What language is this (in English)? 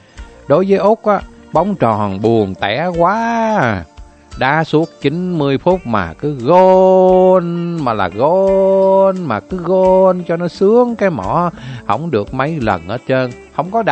Vietnamese